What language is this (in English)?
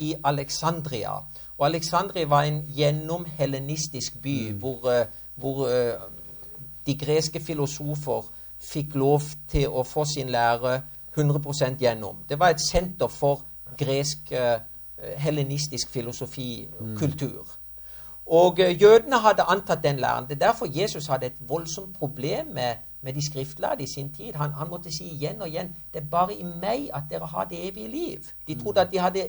Norwegian